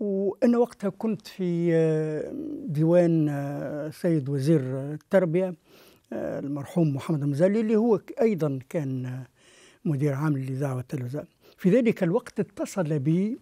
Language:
Tunisian Arabic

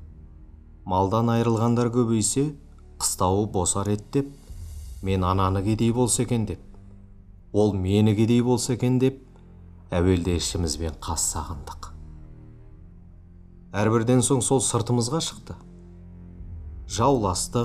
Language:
Kazakh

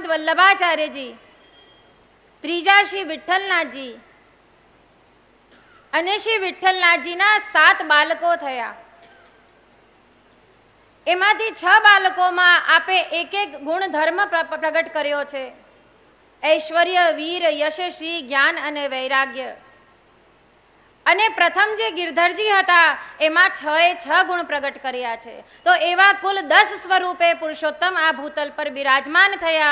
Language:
Gujarati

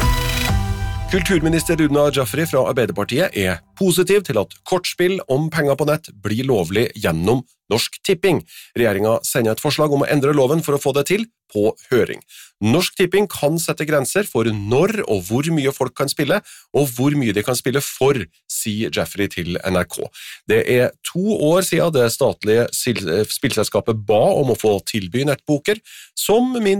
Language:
Norwegian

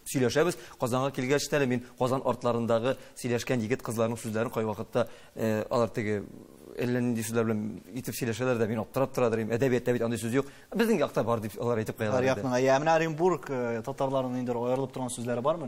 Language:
Tatar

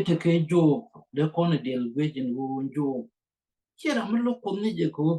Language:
Nuer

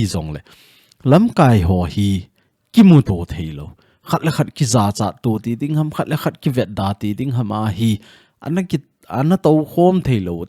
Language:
Thado Chin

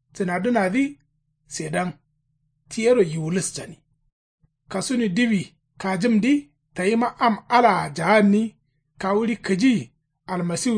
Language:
Kanuri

